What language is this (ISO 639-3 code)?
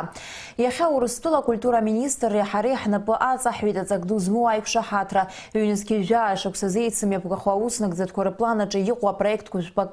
abk